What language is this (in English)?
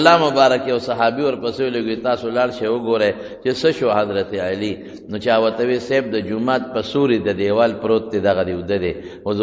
Pashto